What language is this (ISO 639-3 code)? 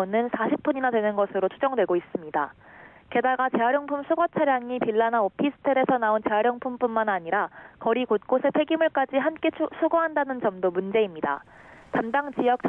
kor